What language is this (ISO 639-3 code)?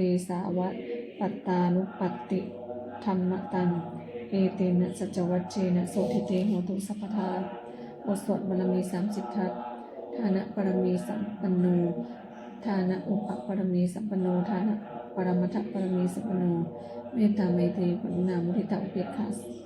pli